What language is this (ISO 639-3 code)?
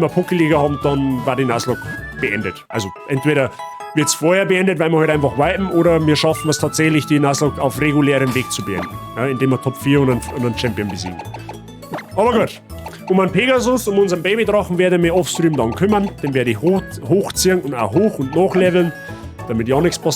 bar